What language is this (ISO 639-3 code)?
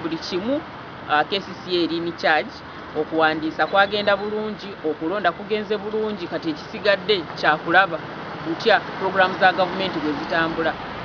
lug